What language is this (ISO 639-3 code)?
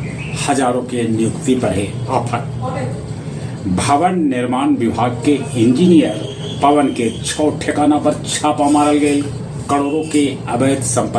mag